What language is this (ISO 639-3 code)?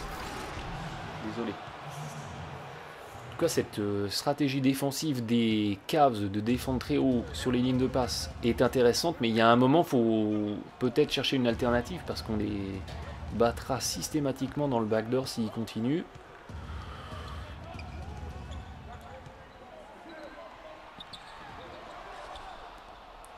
fra